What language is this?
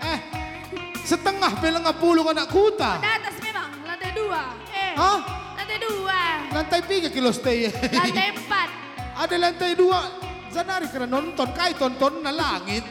Batak Karo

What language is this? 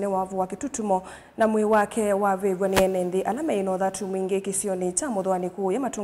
Kamba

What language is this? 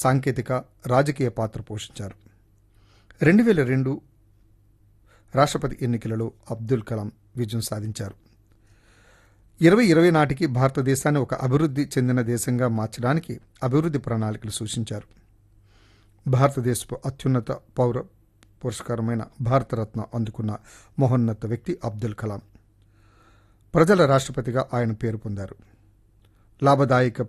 Telugu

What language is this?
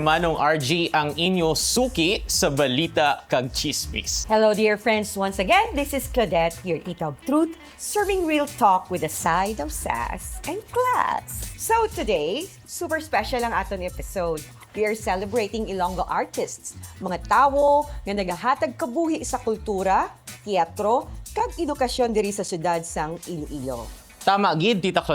Hiligaynon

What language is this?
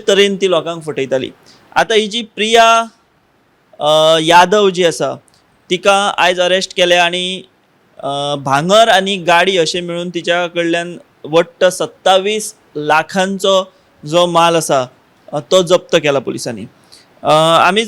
Konkani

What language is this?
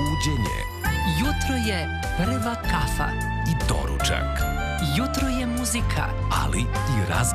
Serbian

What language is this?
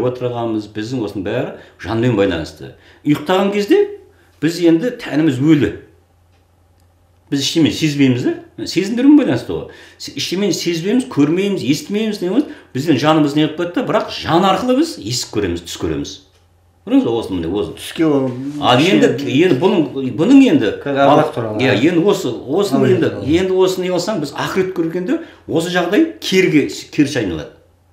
Kazakh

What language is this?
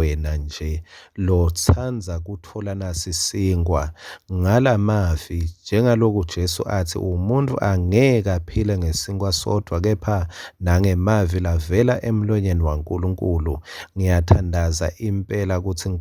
Swati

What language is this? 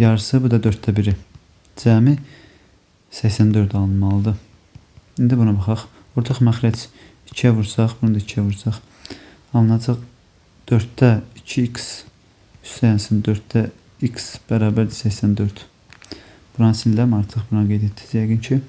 Azerbaijani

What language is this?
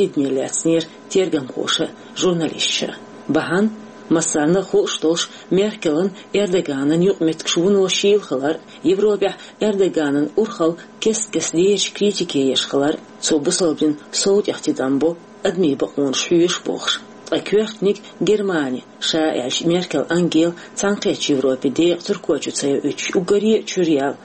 Chechen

